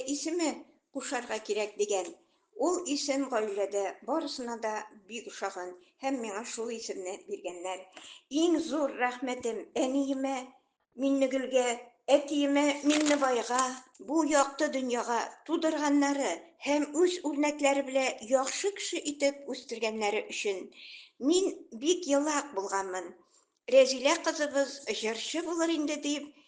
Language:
Tatar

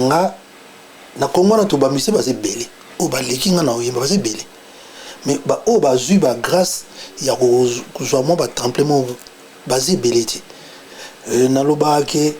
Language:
Lingala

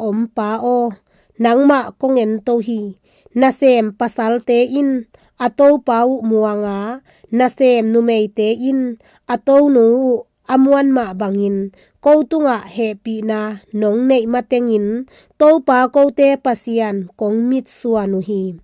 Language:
Tedim Chin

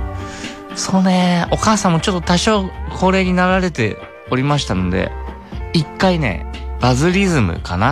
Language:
Japanese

